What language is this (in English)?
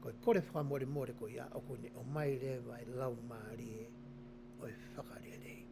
Tongan